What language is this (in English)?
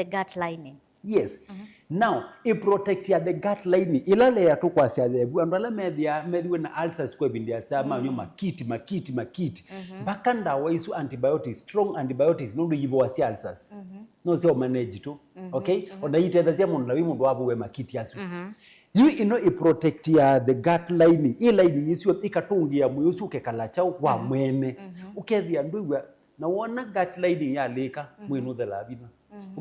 Kamba